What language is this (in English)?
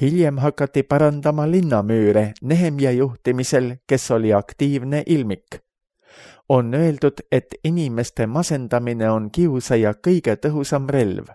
Estonian